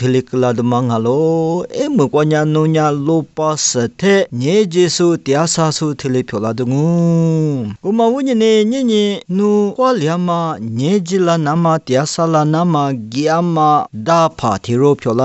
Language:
Lisu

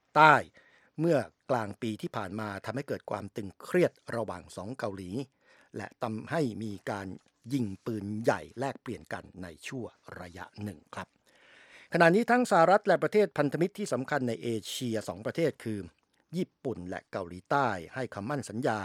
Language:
Thai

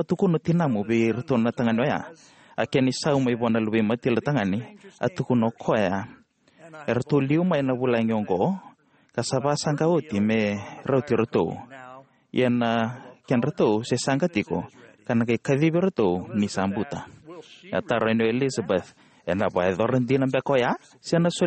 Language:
Fijian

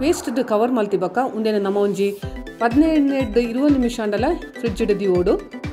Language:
Tulu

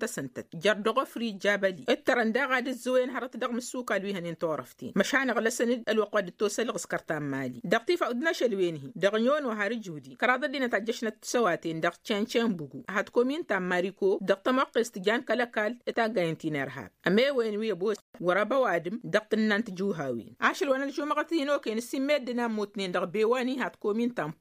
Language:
Tamasheq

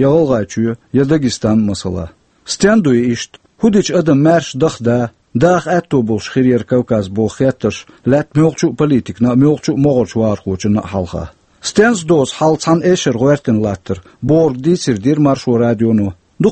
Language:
Chechen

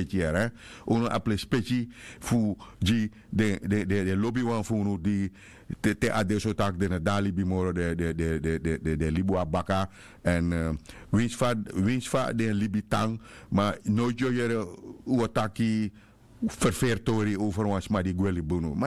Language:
Sranan Tongo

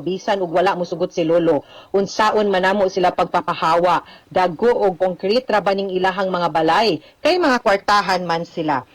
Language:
Cebuano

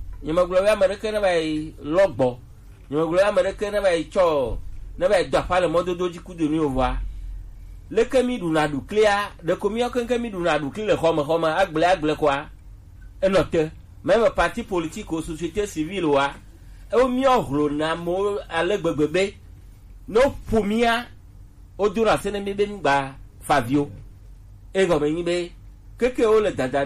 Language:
Gen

